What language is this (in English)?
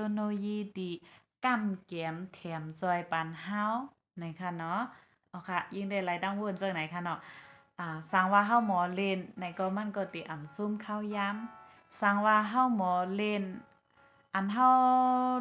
Shan